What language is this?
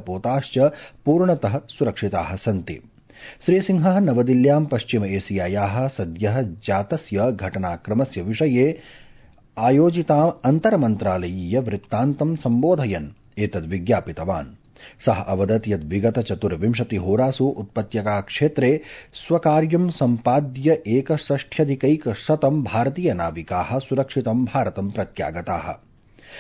Sanskrit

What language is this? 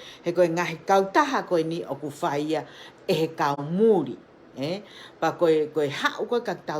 Tongan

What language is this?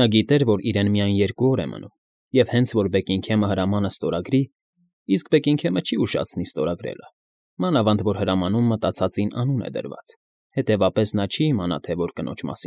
Armenian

